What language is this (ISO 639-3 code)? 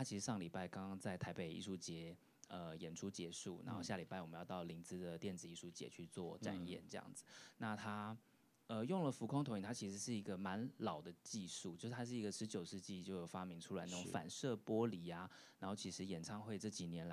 zho